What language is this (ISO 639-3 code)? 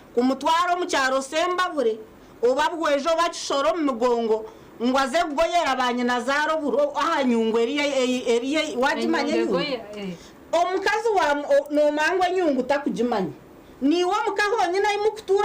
nyn